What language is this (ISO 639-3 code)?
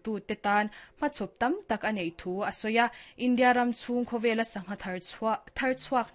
lus